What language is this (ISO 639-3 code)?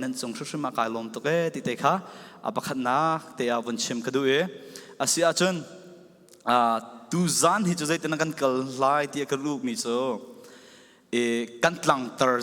cfm